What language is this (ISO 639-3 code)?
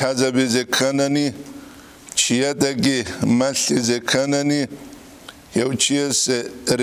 ava